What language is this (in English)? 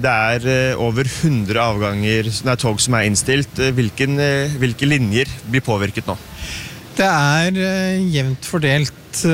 Norwegian